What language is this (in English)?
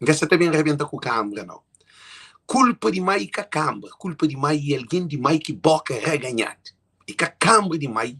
Kabuverdianu